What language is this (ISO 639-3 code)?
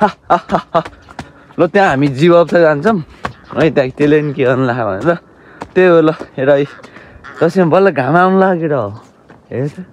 nep